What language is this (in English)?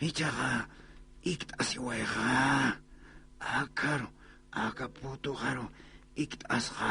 Aymara